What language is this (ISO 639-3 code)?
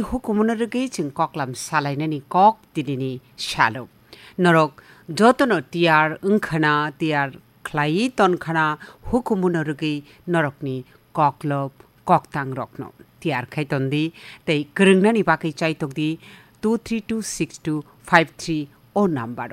trp